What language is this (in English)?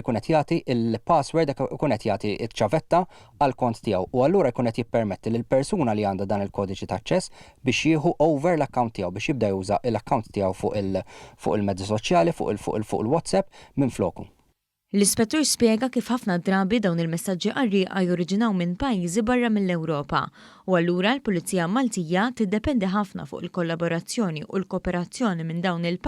Maltese